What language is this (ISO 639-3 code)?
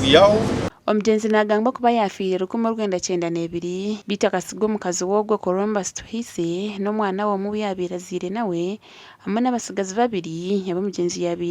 nyn